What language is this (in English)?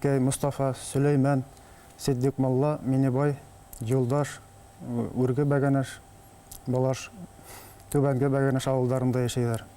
Bashkir